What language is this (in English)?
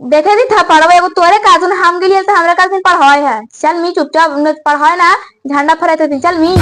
Magahi